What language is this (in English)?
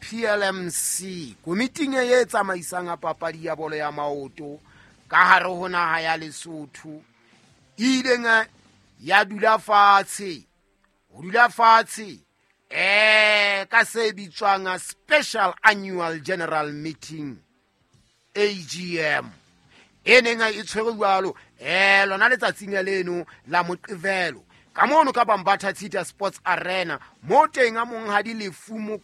Southern Sotho